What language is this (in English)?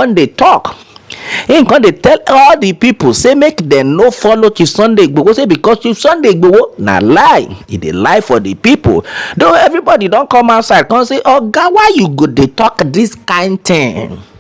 Nigerian Pidgin